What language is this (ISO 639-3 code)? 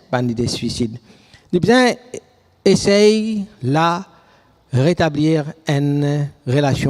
mfe